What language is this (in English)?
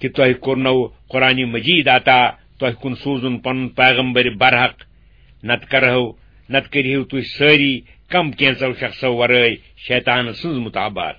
Kashmiri